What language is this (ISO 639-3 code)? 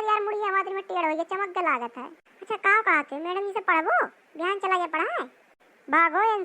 awa